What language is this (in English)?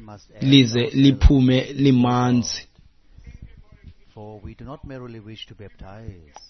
Xhosa